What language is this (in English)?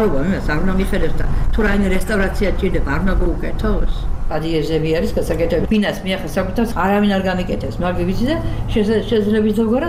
Georgian